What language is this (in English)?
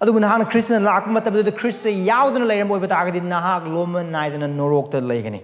Manipuri